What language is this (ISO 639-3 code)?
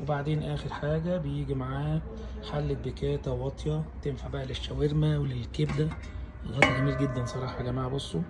arz